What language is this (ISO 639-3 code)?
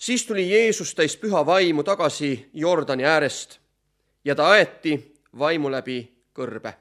est